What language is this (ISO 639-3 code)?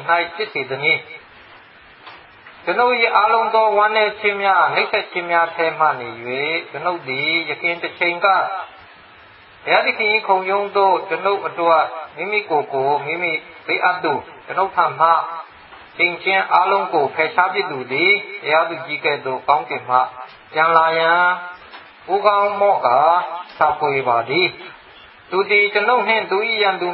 mya